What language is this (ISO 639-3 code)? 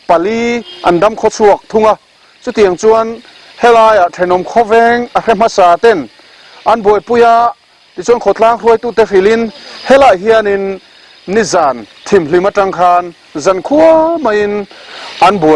lus